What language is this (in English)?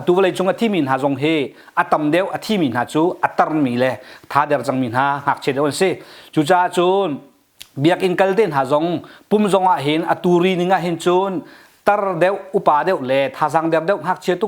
Hakha Chin